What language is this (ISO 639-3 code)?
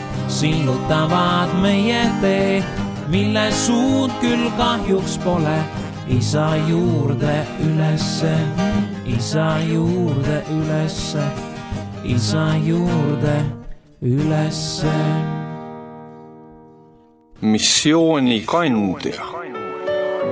est